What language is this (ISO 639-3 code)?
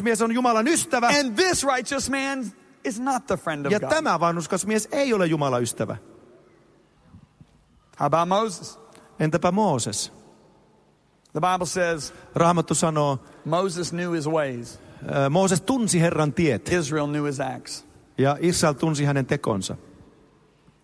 fin